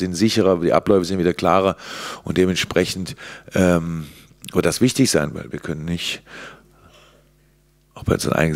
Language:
German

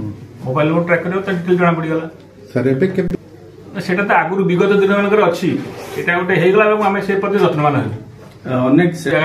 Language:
Odia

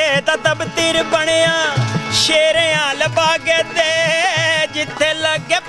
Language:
Dogri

